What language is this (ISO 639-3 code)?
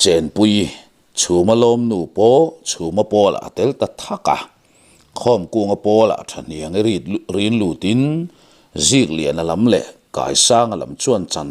lus